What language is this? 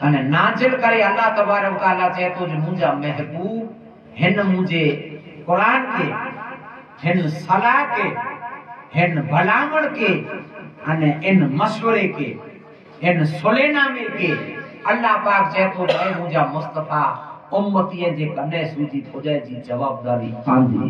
Sindhi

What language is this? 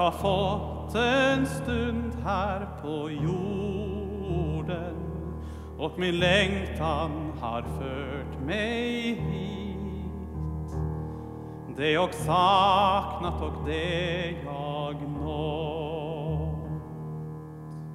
Swedish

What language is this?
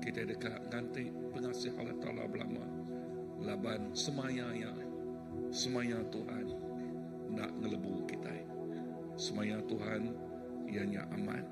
Iban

